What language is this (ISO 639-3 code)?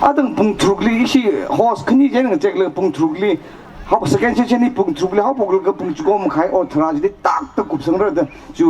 nmf